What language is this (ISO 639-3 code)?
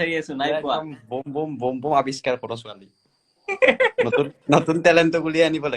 asm